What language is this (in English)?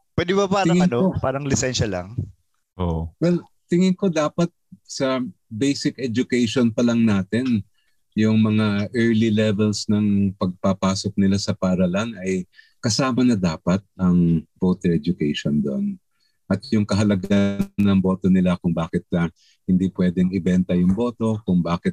Filipino